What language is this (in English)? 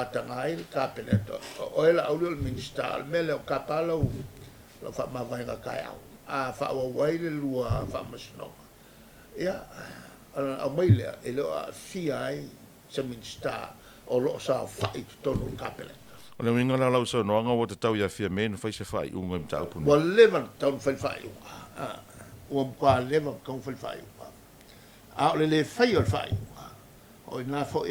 Samoan